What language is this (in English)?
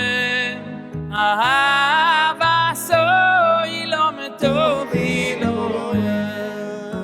Yiddish